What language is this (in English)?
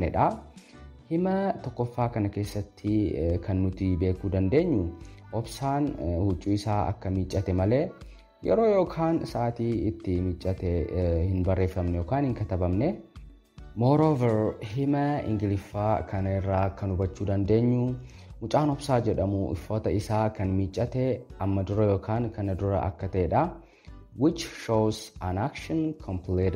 Oromo